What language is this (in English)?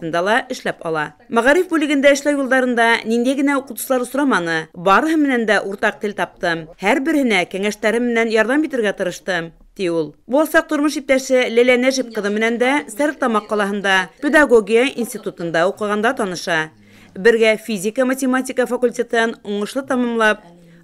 Bashkir